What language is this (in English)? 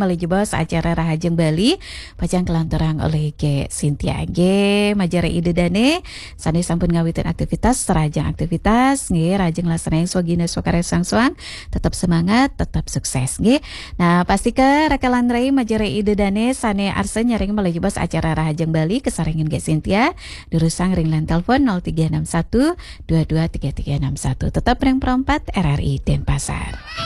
Balinese